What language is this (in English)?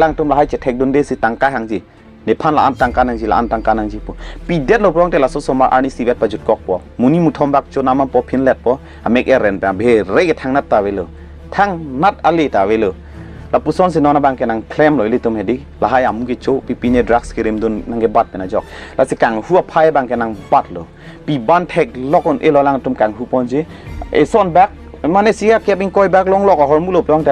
Karbi